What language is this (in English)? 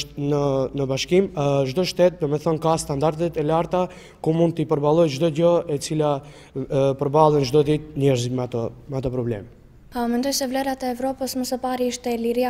Croatian